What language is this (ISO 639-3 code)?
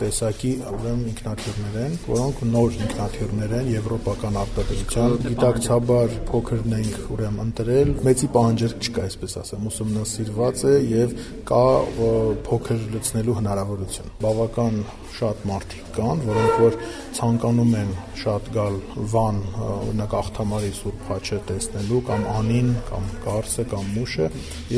hye